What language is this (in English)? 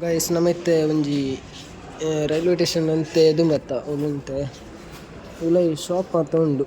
Tulu